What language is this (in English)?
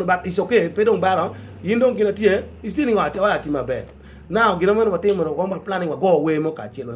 Acoli